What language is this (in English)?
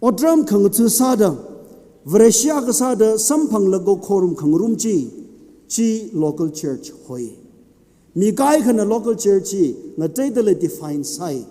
Tangkhul Naga (India)